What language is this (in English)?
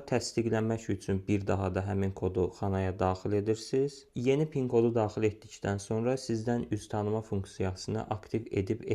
Azerbaijani